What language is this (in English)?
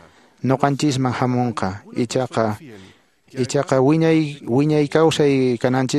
Quechua